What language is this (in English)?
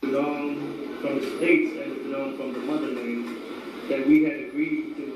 Central Mnong